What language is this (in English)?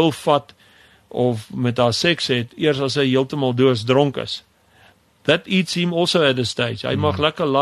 Afrikaans